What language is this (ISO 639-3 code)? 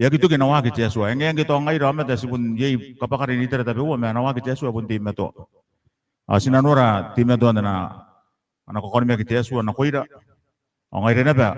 gil